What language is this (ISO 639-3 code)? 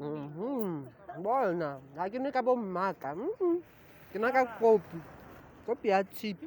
tsn